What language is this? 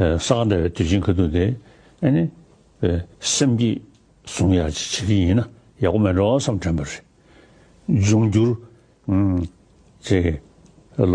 Tibetan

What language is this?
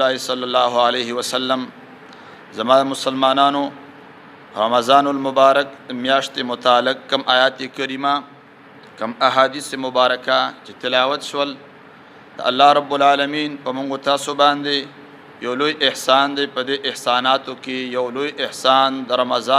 Pashto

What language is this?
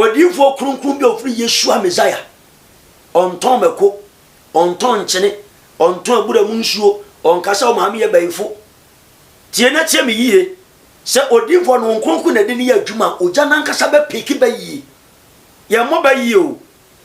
Akan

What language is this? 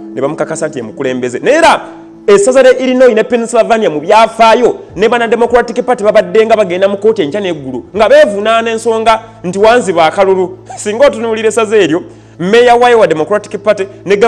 Ganda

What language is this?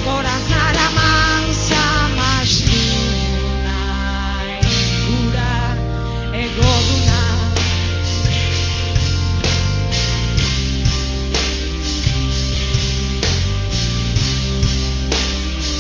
Basque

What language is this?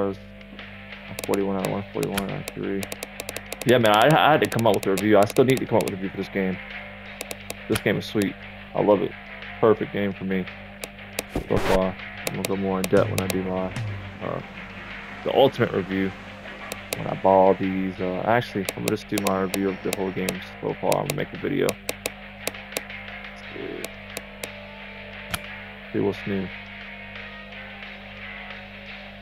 English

